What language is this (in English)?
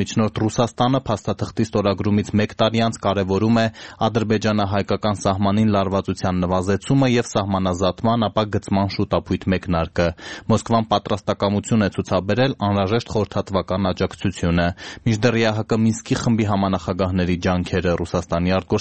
Armenian